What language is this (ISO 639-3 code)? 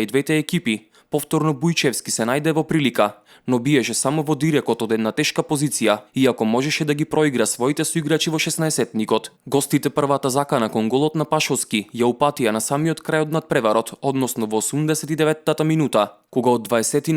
mkd